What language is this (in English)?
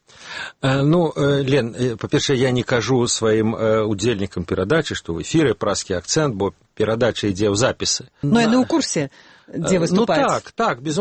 Belarusian